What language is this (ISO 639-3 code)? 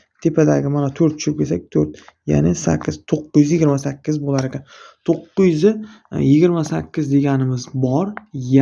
uzb